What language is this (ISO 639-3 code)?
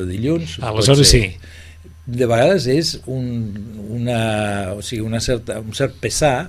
cat